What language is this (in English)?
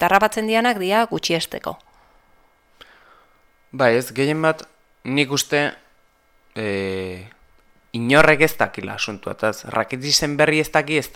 Basque